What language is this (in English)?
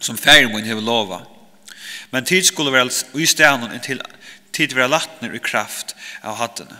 Faroese